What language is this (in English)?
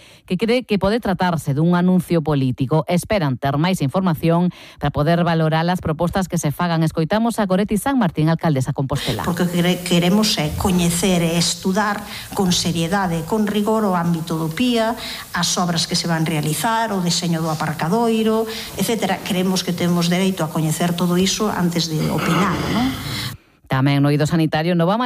Galician